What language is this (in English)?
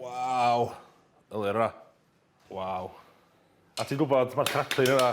Welsh